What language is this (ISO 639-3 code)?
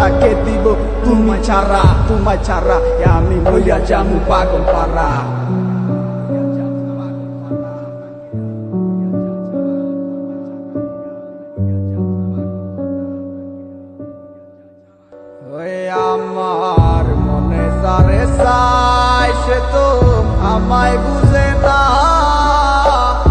ben